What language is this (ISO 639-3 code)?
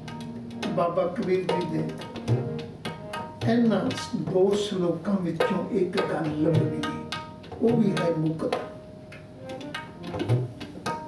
pan